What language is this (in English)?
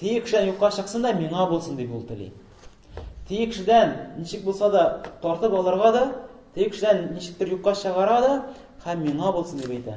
Tatar